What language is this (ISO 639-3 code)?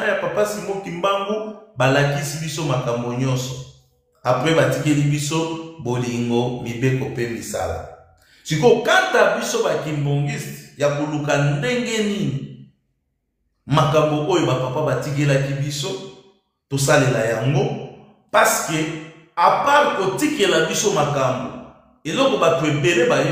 lin